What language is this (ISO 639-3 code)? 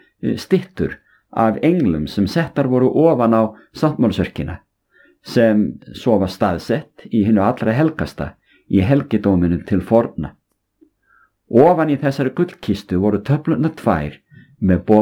isl